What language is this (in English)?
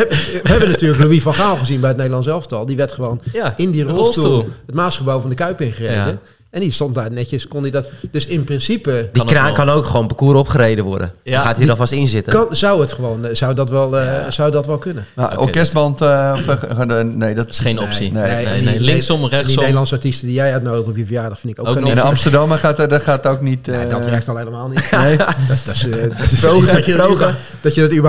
Dutch